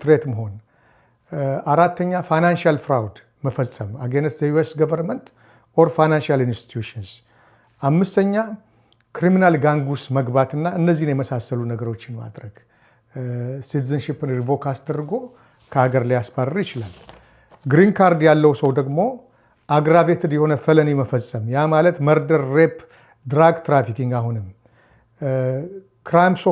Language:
Amharic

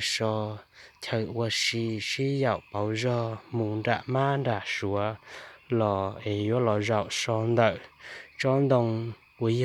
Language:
Hmong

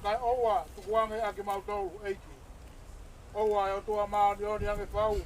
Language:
Tongan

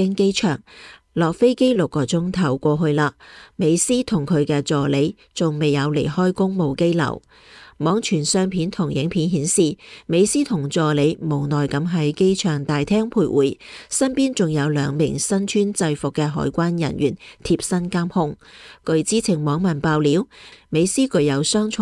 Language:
Cantonese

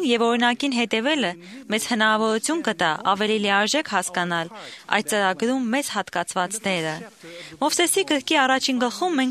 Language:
Armenian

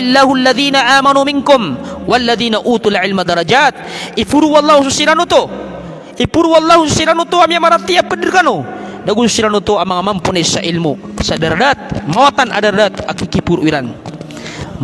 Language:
Maranao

